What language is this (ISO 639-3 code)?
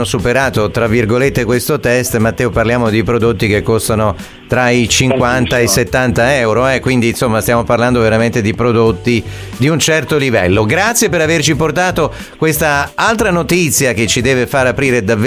ita